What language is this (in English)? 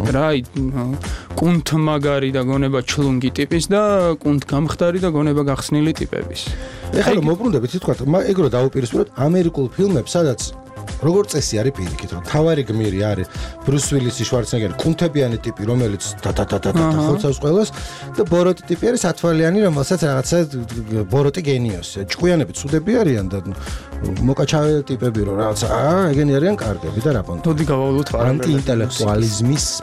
Georgian